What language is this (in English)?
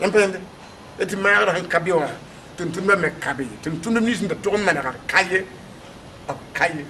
Mossi